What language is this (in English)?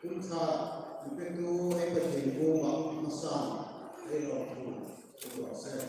Hmar